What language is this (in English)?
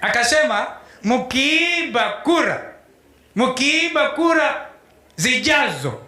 Gusii